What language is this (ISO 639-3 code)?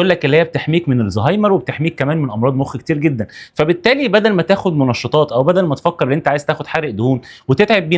arz